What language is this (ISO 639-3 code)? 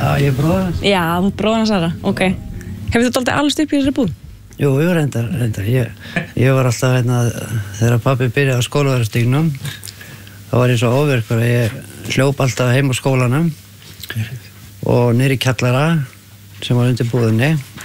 isl